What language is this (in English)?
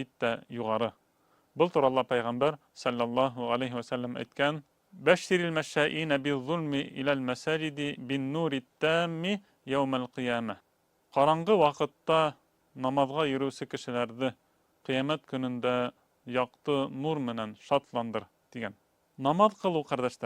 Bashkir